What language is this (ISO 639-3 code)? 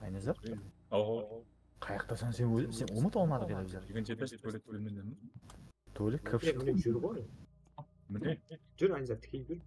kaa